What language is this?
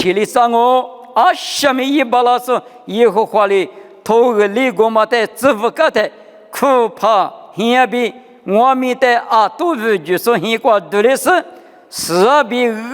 Lisu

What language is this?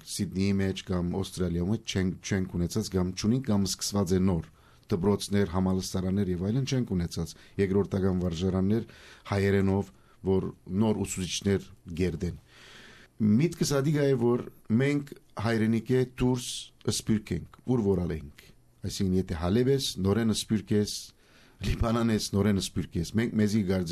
Armenian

